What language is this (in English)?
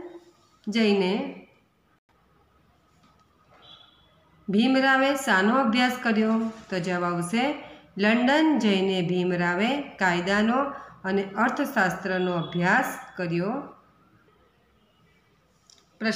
Gujarati